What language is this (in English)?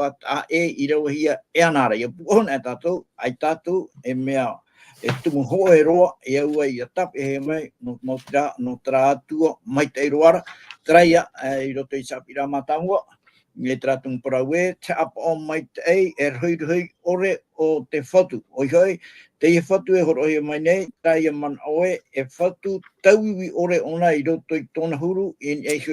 Tahitian